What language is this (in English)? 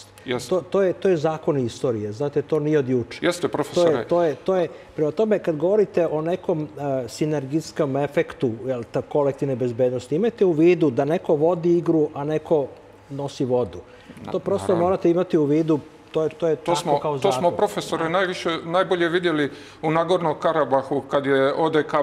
Serbian